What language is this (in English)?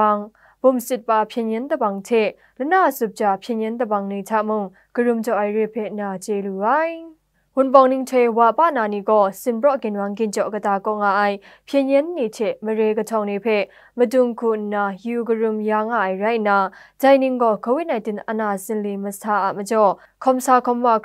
Kachin